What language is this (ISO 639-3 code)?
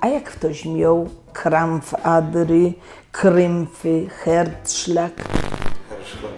szl